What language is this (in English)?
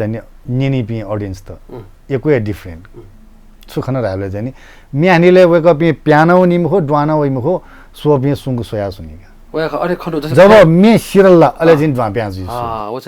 Newari